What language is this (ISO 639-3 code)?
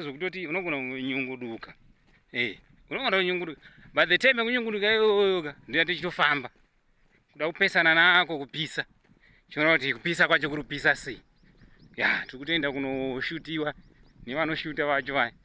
sna